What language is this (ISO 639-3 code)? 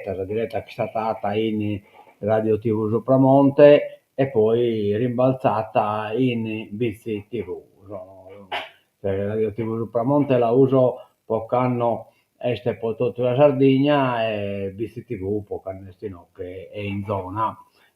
srd